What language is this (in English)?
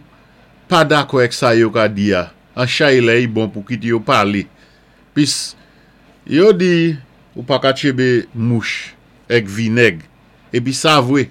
Saint Lucian Creole French